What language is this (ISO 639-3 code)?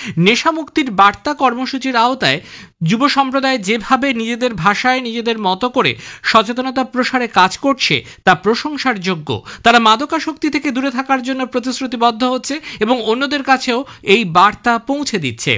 ben